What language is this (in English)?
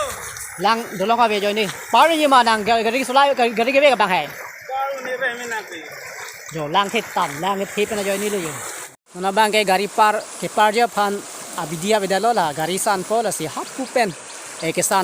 Karbi